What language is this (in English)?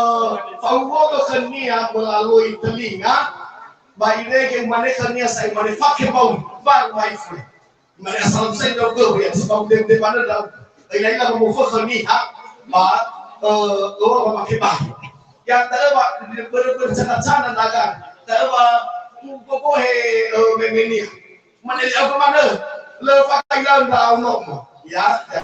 Nias